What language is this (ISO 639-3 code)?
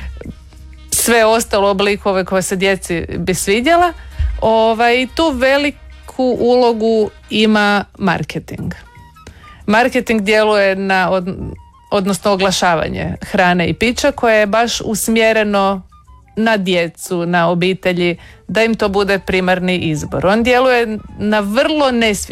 hrv